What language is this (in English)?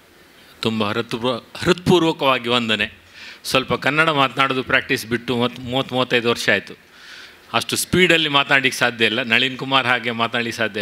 Kannada